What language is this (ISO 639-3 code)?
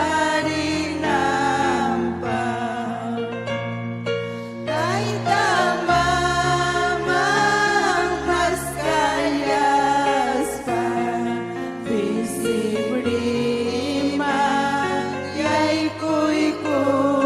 quy